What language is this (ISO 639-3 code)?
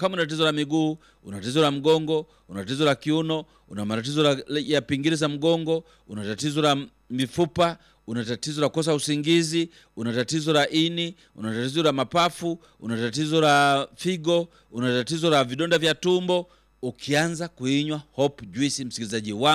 swa